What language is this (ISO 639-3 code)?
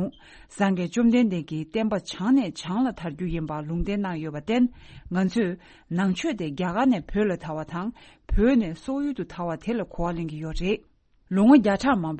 bod